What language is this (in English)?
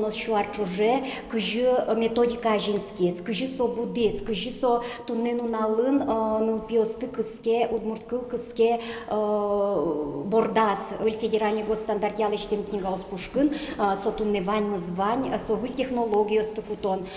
Udmurt